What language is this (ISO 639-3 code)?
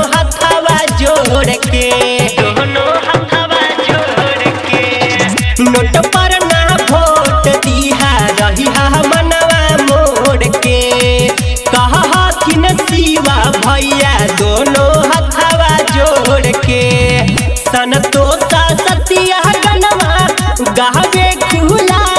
bho